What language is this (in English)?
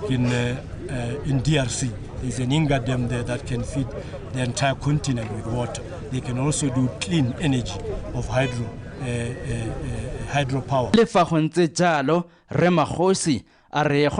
Tswana